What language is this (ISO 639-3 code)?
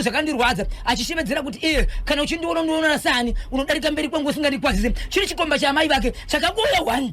sna